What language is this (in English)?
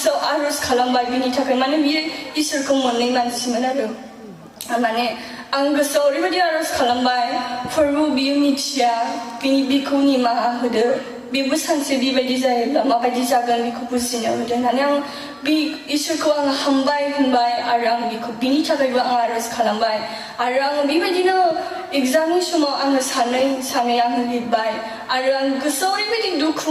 Bodo